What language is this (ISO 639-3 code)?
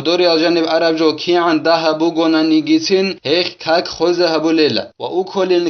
ava